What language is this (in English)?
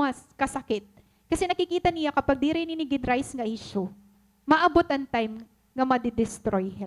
Waray